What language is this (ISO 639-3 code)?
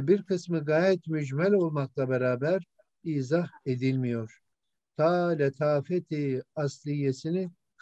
tur